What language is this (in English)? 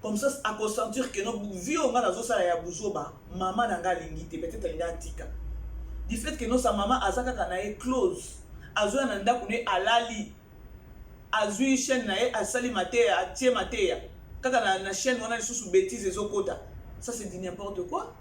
Lingala